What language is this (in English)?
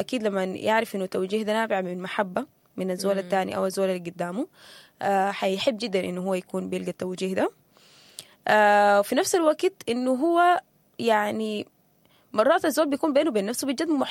Sudanese Arabic